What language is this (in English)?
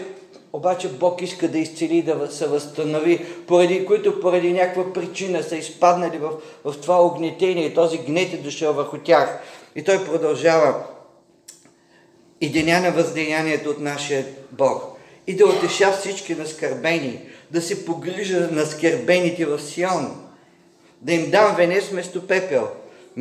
Bulgarian